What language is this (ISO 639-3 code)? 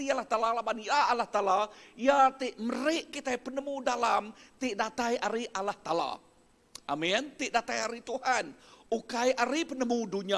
iba